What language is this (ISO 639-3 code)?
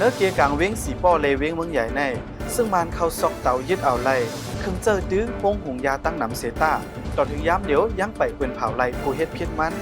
shn